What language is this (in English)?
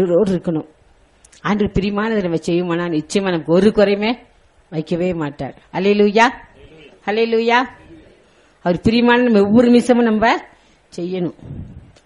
Tamil